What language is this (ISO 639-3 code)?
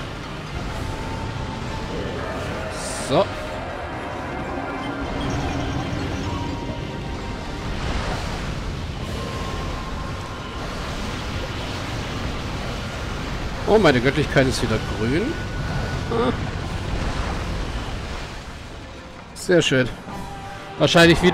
deu